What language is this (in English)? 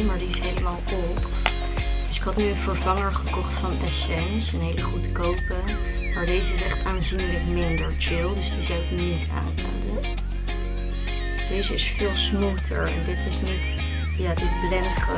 Dutch